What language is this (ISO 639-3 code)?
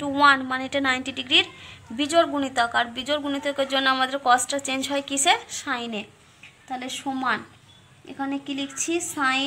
ben